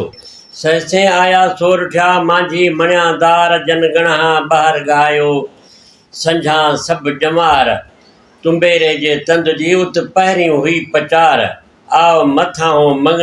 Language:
Sindhi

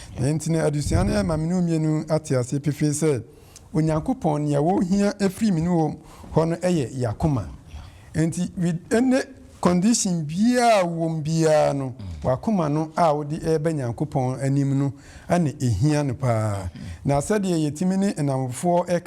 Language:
Akan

